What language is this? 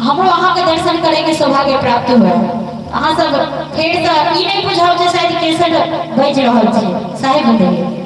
Maithili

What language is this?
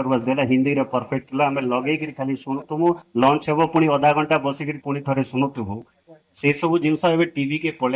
Odia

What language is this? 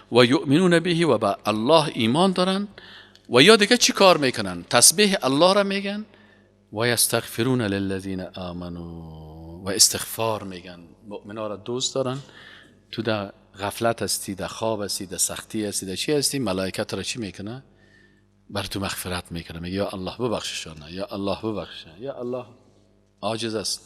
Persian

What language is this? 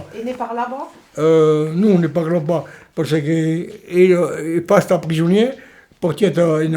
Occitan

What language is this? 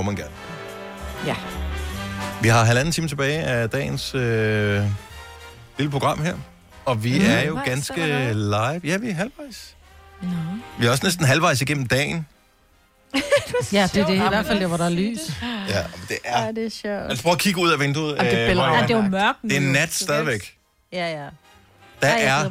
Danish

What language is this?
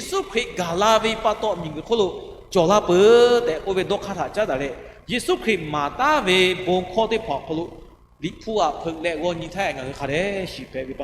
Lahu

